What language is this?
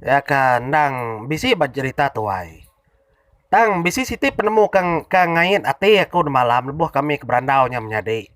Iban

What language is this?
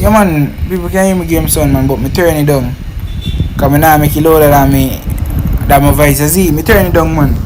Jamaican Creole English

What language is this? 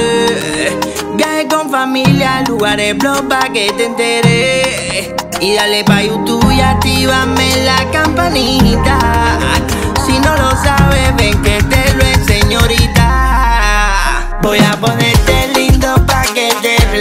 Spanish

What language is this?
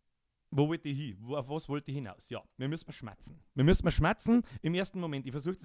Bavarian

